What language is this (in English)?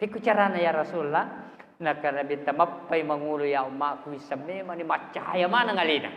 Buginese